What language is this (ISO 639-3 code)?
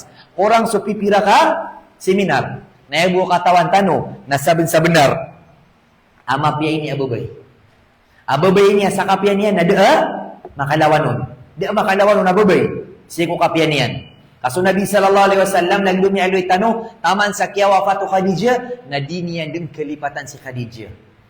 mrw